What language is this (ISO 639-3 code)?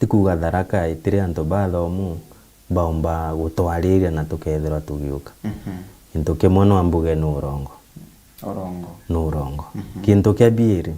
mer